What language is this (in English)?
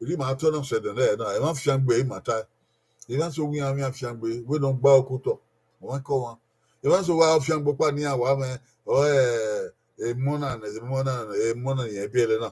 Bini